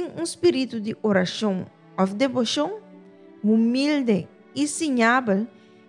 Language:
Papiamento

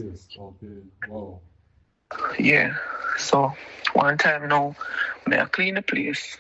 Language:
Jamaican Creole English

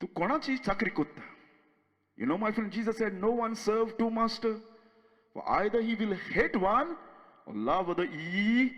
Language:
Konkani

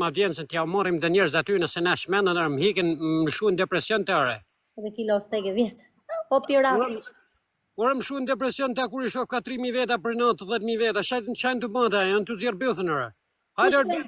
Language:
Albanian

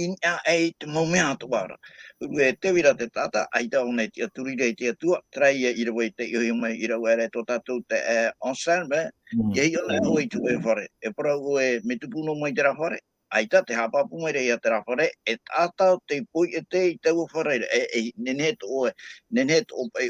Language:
Tahitian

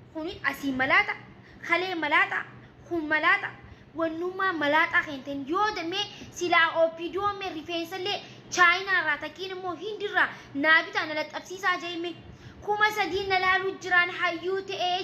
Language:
Oromo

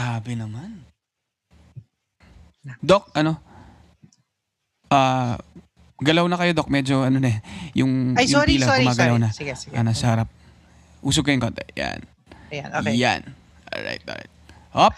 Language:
Filipino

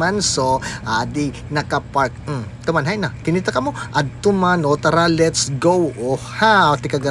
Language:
Waray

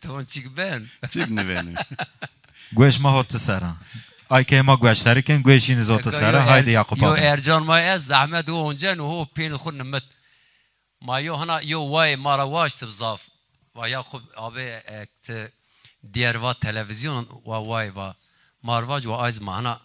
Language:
Zaza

